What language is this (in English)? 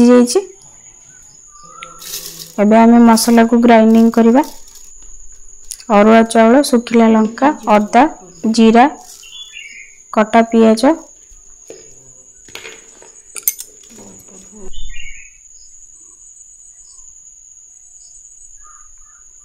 Odia